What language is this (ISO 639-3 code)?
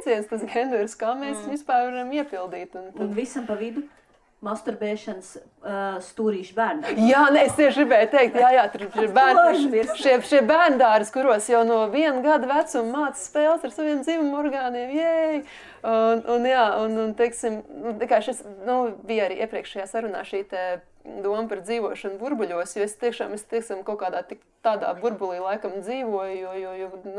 lav